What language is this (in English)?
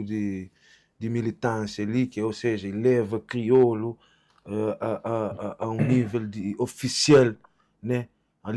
Kabuverdianu